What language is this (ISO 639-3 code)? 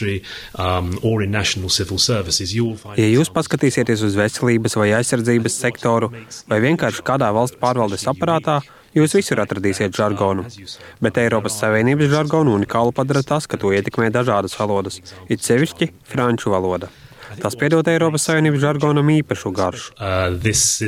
lav